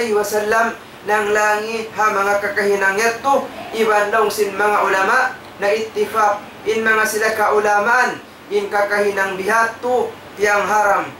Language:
Tausug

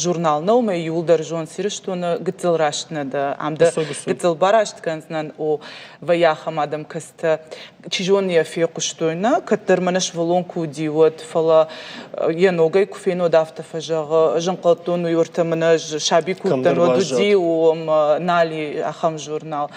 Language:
Ossetic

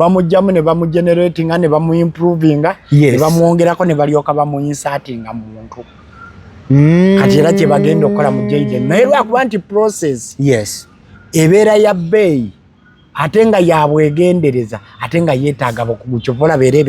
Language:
Ganda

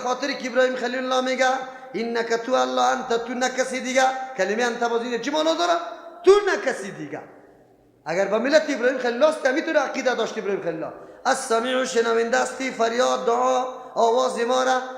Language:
Persian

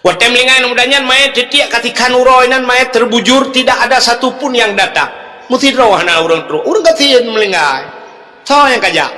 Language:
Achinese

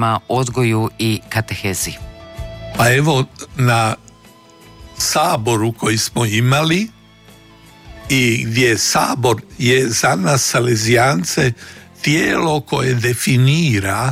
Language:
Croatian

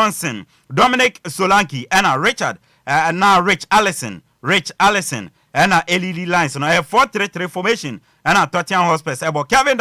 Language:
Akan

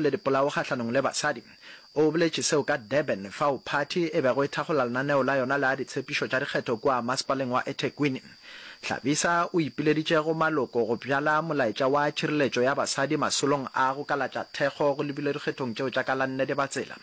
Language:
Northern Sotho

